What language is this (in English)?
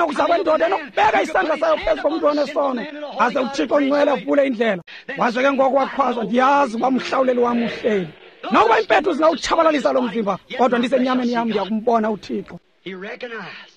Xhosa